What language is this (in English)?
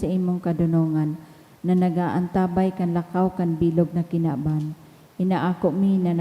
Bikol